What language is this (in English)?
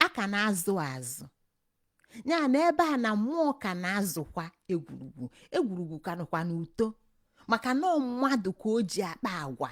Igbo